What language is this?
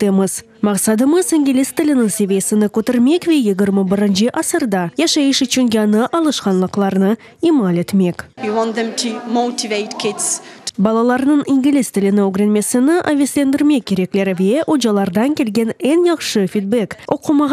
Crimean Tatar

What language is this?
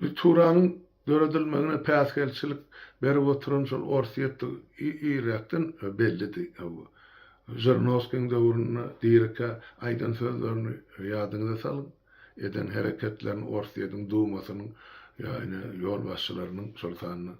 Turkmen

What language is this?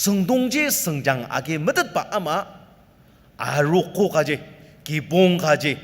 Ao Naga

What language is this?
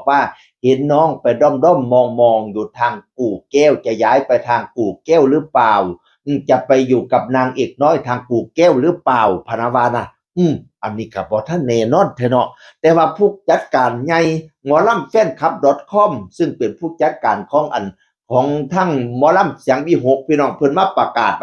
Northeastern Thai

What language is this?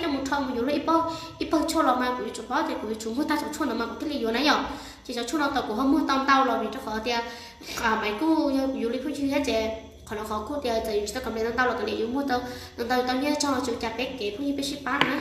Hmong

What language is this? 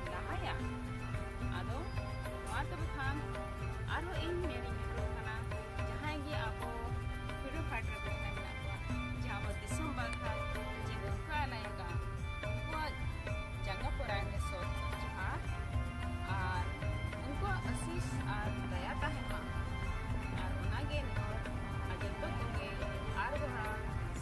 Santali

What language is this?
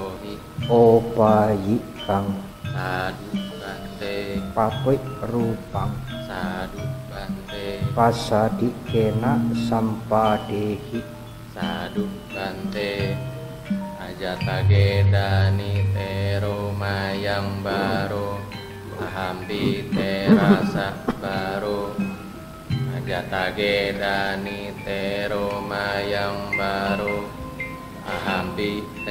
Pali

